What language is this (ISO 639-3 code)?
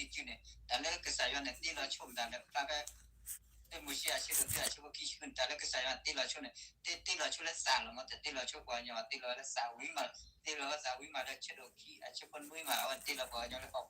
ksw